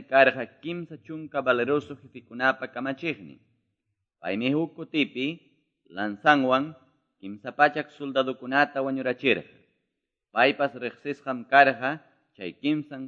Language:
Quechua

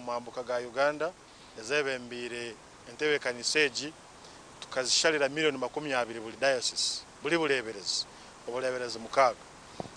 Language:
Nyankole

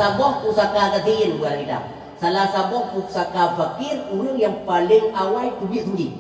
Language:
Achinese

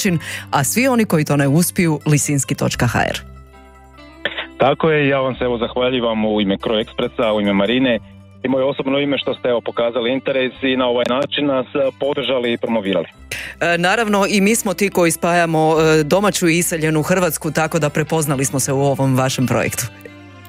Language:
Croatian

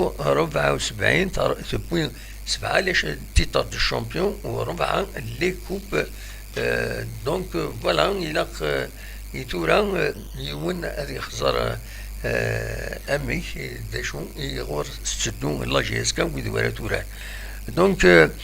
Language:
Kabyle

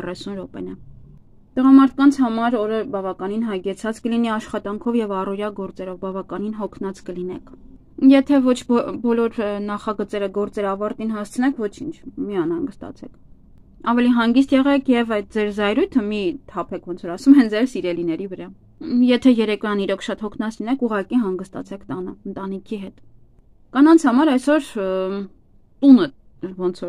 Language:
Armenian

